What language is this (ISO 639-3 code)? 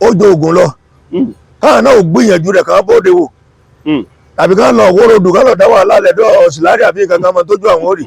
yor